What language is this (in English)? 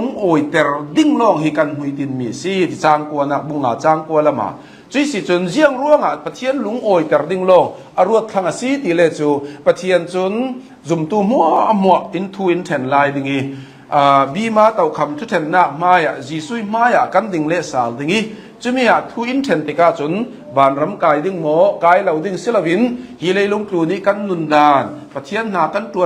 Hakha Chin